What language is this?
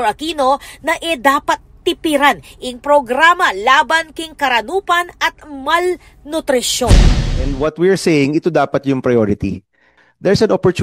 Pampanga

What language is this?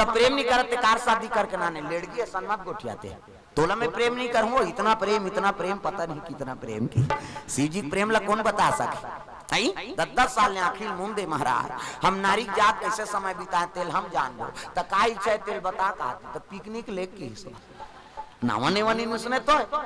Chhattisgarhi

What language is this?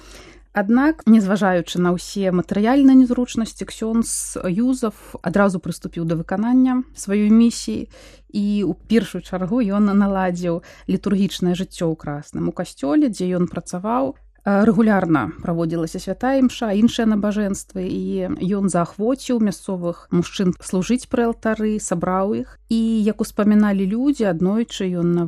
Belarusian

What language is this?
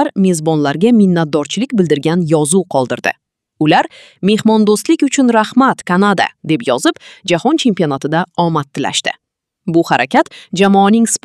Uzbek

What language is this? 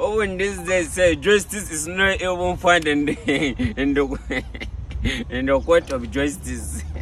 Nigerian Pidgin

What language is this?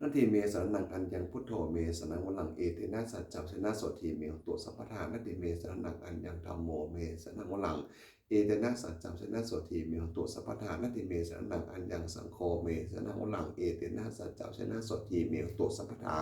Pali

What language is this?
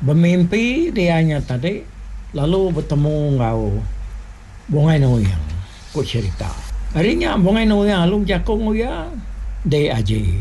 Iban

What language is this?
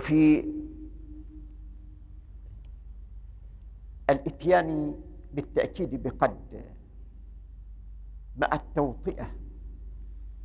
Arabic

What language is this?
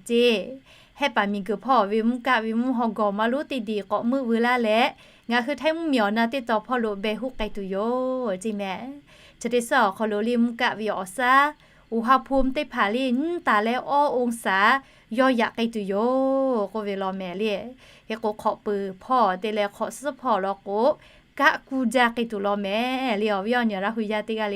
Lahu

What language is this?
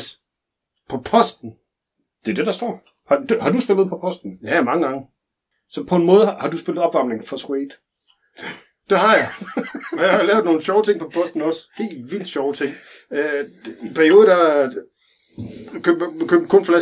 Danish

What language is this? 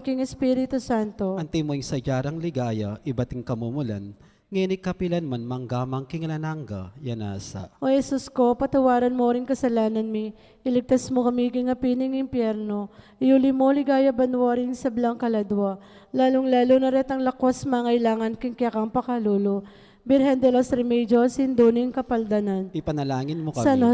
Pampanga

